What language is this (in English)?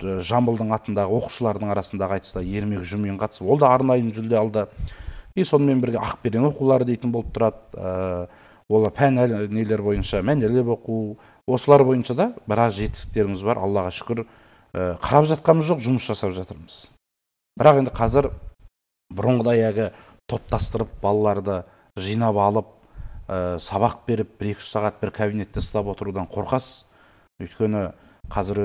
Kazakh